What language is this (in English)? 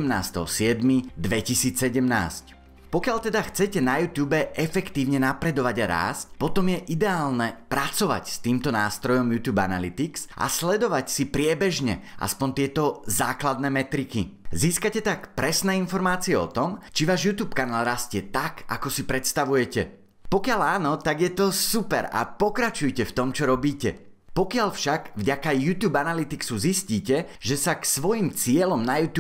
Slovak